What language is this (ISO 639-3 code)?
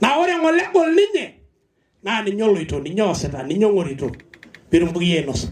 mas